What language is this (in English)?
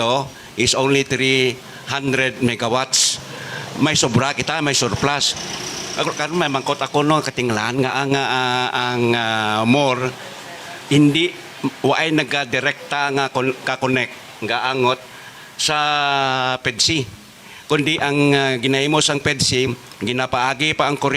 Hiligaynon